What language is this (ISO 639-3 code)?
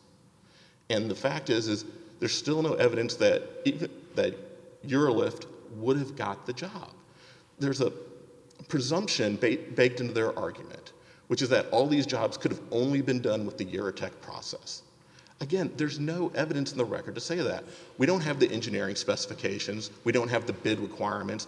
eng